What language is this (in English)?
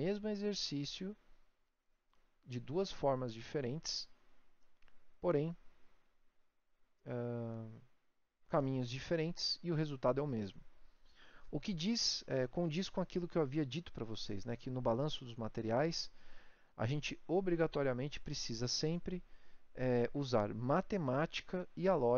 Portuguese